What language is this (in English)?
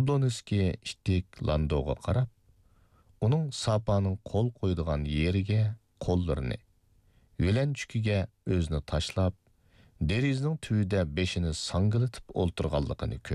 Uyghur